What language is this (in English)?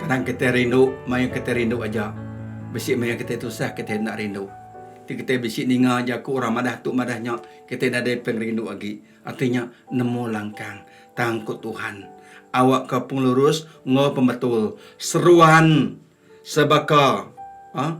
Iban